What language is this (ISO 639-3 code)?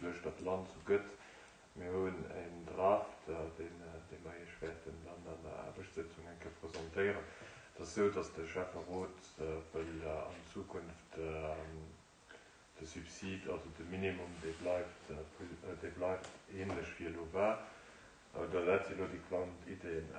ltz